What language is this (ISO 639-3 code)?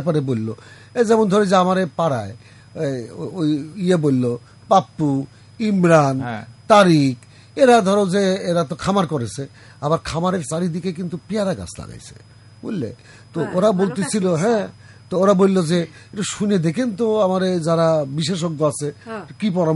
ben